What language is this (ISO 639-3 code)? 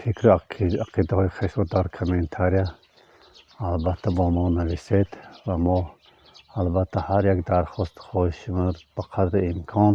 tgk